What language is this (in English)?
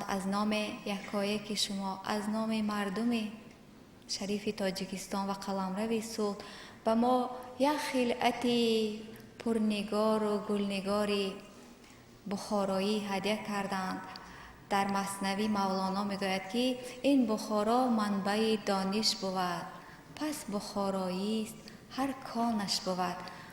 Tajik